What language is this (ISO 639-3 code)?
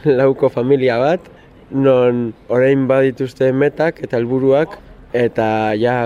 eus